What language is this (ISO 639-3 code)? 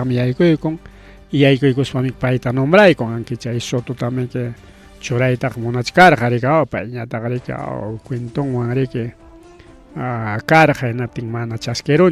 quy